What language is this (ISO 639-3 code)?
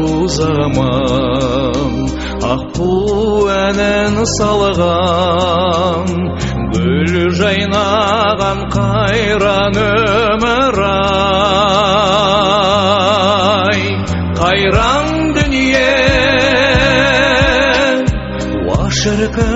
kaz